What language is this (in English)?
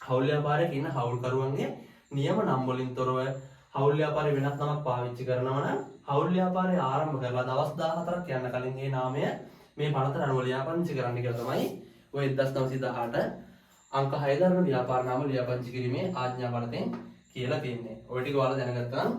Sinhala